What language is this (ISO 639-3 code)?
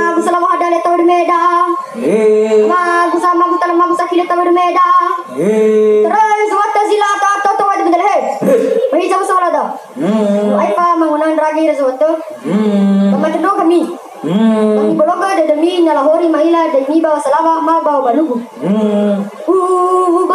nia